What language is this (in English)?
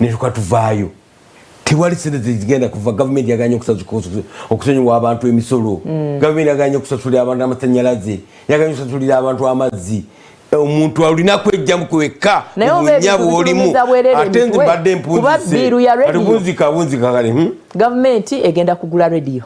Ganda